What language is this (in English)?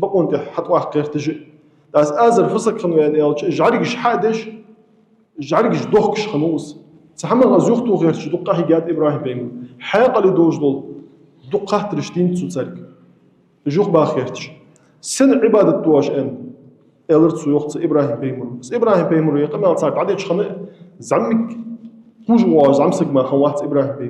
Ingush